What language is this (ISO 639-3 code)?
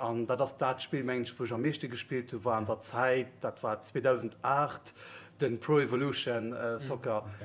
ltz